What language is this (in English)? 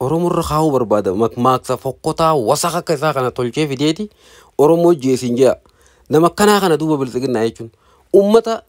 Oromo